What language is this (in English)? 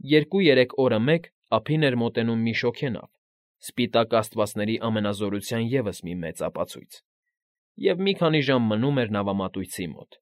Armenian